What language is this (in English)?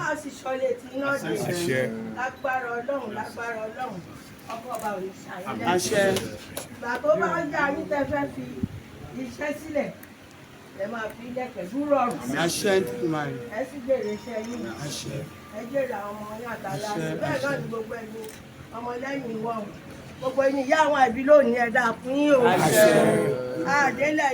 Yoruba